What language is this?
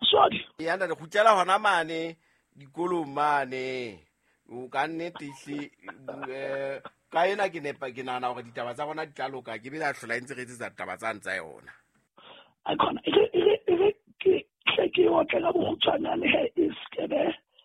Southern Sotho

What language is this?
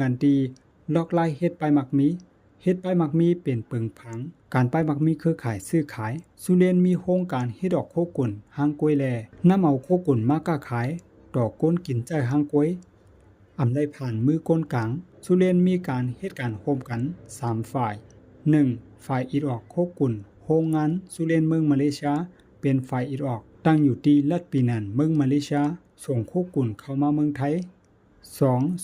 Shan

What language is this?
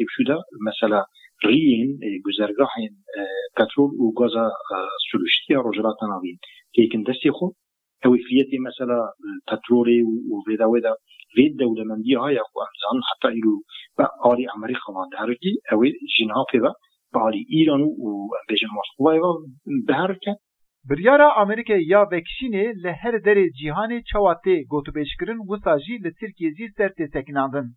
Kurdish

